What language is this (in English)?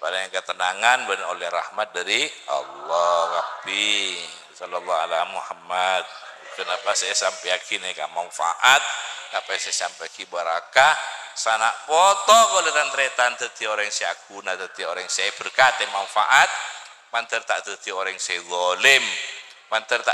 Madurese